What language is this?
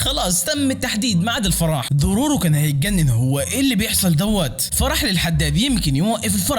Egyptian Arabic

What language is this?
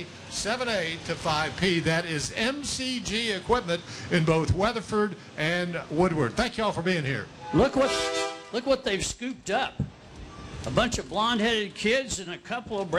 English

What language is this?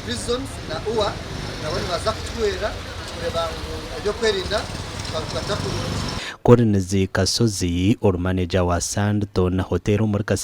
Nyankole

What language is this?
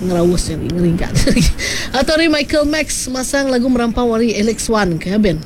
Iban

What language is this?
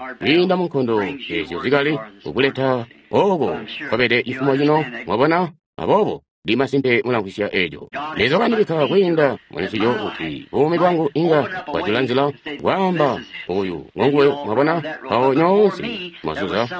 Tonga (Zambia)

